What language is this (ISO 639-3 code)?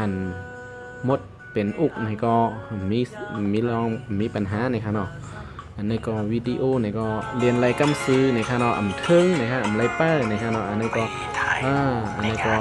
shn